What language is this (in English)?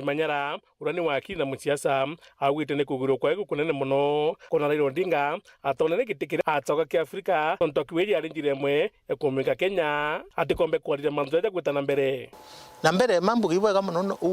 Meru